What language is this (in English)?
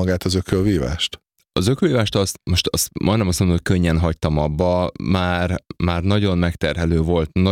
Hungarian